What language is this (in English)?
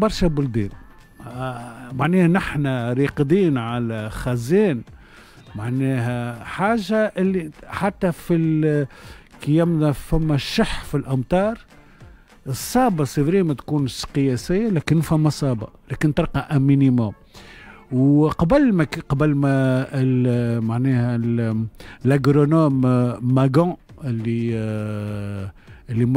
Tunisian Arabic